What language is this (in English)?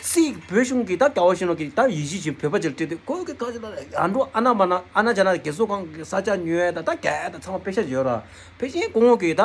Tibetan